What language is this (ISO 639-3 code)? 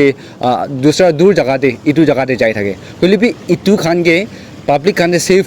nag